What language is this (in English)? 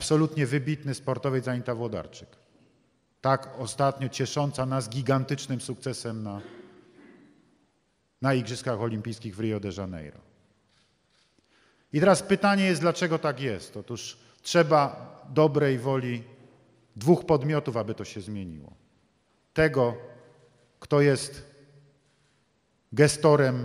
Polish